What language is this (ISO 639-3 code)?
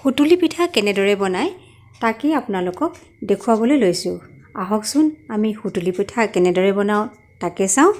asm